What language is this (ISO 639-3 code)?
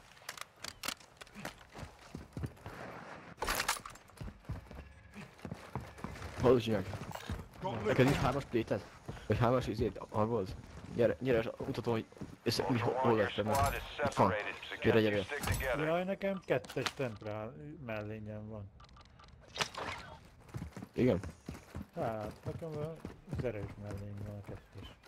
hun